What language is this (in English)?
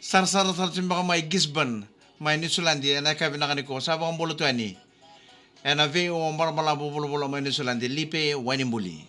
Fijian